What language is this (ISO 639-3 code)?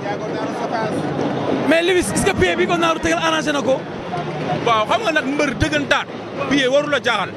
wol